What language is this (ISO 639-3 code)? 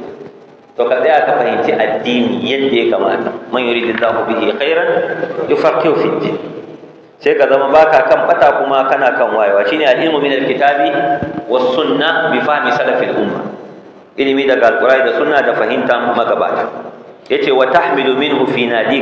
hau